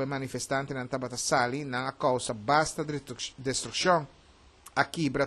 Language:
Papiamento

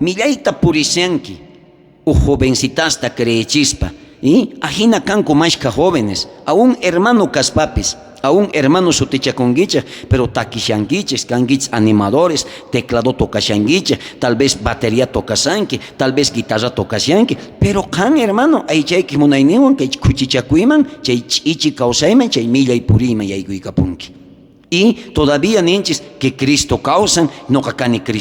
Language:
South Bolivian Quechua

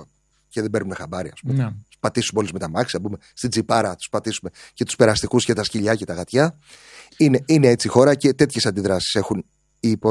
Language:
Greek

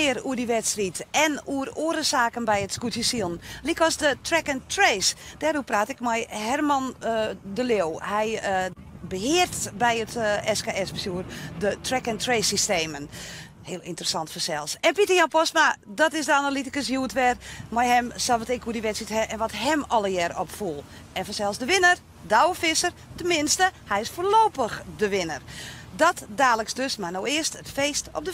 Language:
Western Frisian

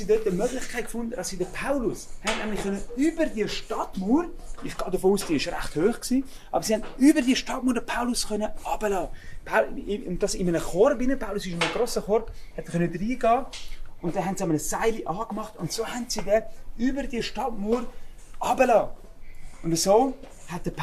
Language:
Swiss German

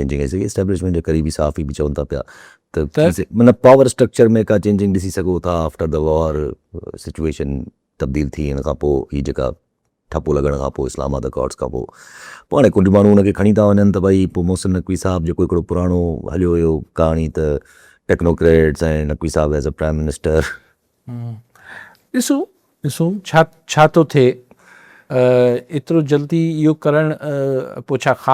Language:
Sindhi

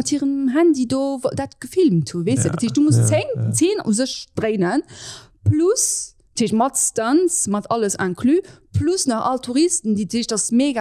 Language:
Luxembourgish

